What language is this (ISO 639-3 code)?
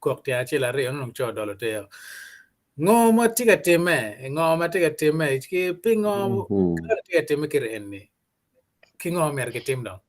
ach